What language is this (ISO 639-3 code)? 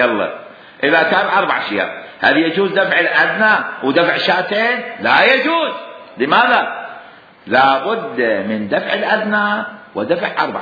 acm